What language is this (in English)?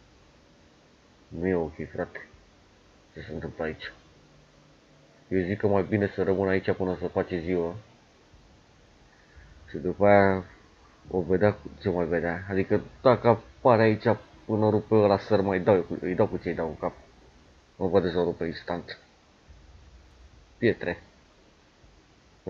Romanian